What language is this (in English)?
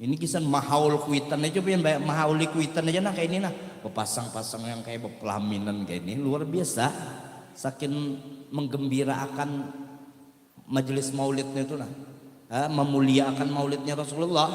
Banjar